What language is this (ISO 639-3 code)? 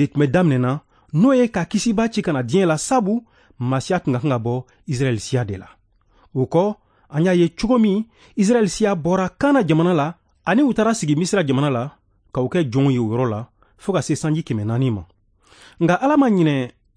bam